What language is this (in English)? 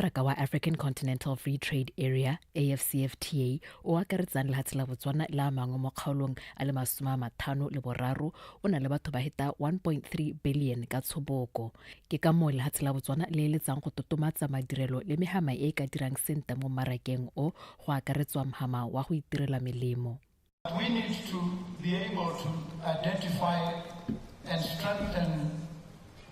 Tswana